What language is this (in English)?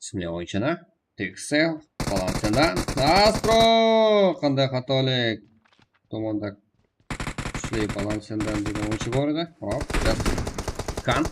Kara-Kalpak